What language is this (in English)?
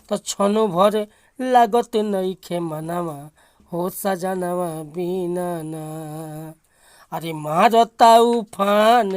Bhojpuri